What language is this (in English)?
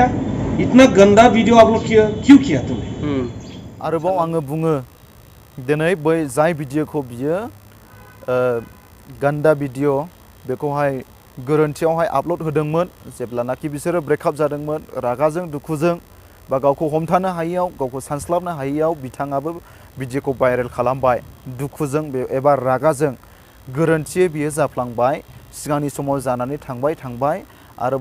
Bodo